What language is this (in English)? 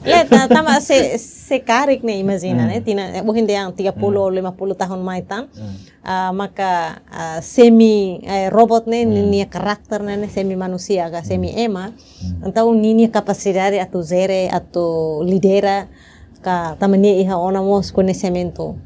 Tetum